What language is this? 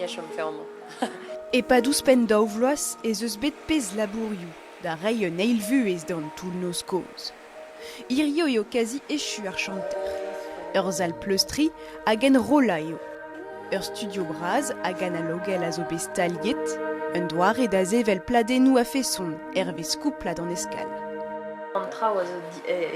Breton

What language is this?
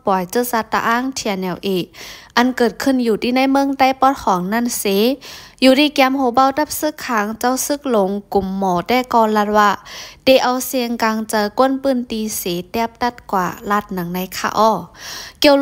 Shan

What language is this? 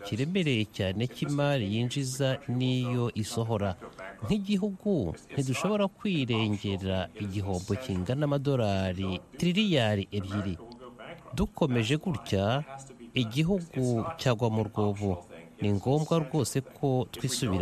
Kinyarwanda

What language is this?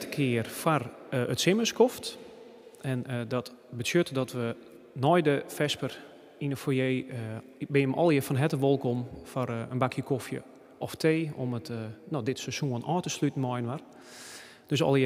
Western Frisian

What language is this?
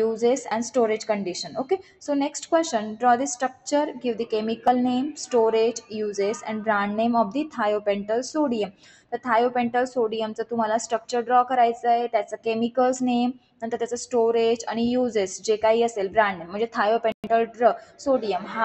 Marathi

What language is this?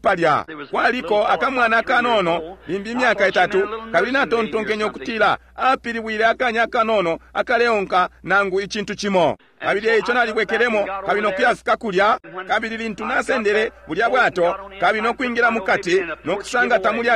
Bemba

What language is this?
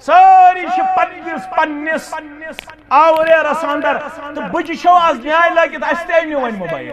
Kashmiri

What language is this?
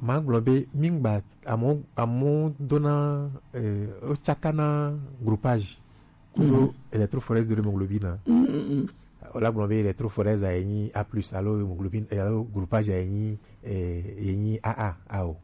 Gen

